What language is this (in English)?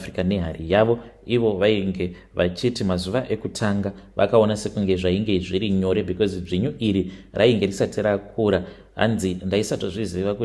Shona